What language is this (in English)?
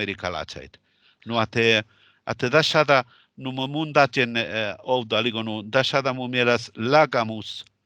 Northern Sami